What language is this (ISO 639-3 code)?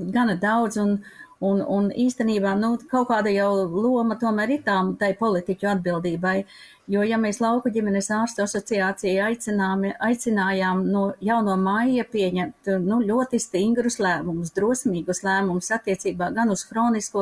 lav